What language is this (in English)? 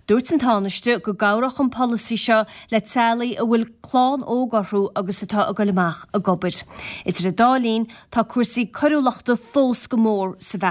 Irish